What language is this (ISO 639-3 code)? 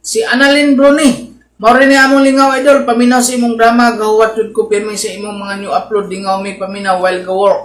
ceb